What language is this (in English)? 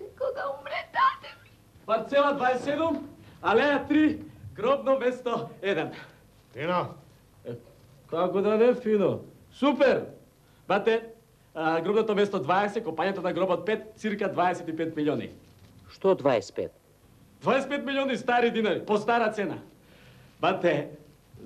Macedonian